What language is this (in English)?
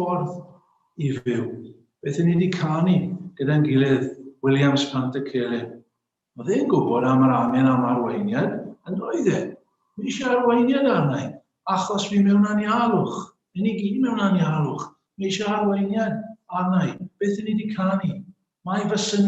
Welsh